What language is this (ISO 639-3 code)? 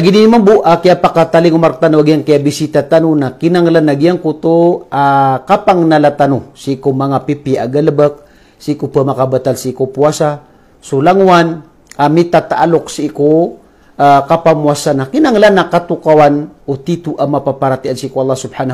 mrw